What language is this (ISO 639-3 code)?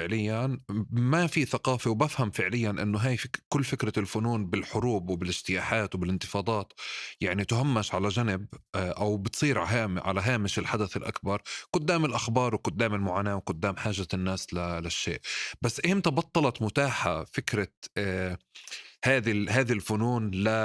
apc